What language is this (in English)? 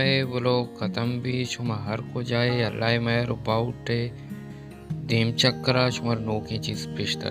Baluchi